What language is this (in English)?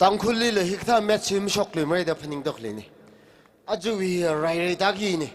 Tangkhul Naga (India)